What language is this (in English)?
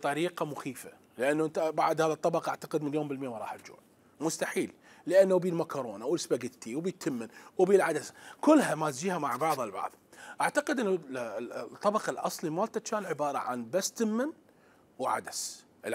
Mesopotamian Arabic